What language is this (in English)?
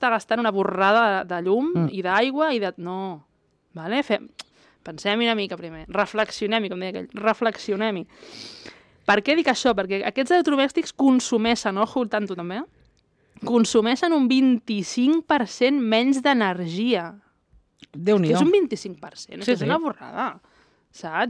Catalan